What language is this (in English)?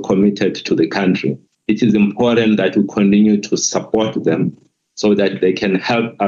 Afrikaans